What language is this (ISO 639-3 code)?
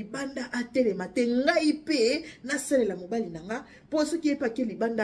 lin